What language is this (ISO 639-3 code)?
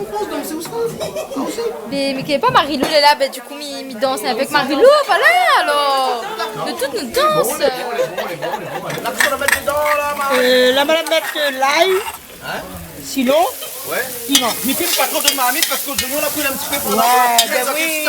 rcf